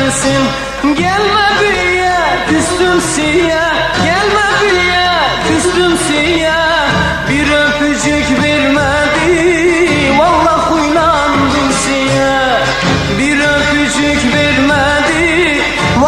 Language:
Turkish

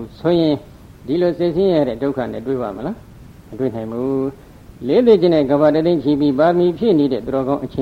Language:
Burmese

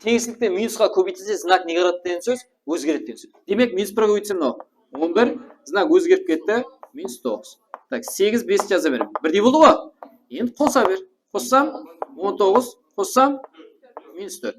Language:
Kara-Kalpak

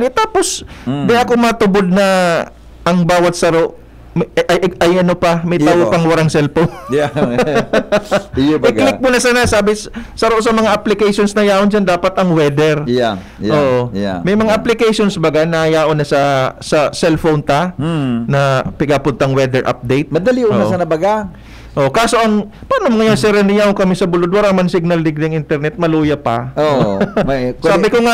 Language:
Bikol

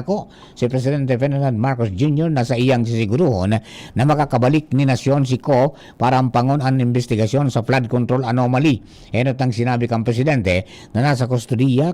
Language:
Bikol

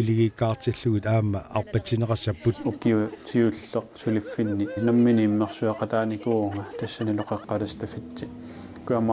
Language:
Kalaallisut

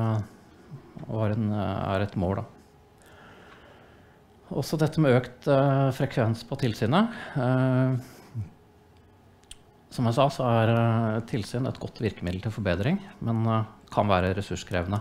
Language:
Norwegian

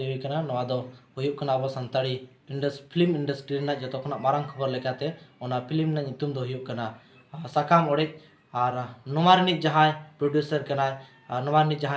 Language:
Santali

